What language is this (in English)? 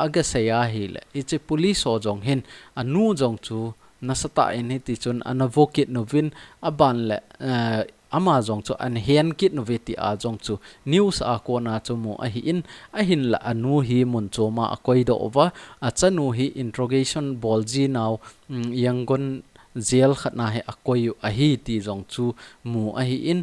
Thado Chin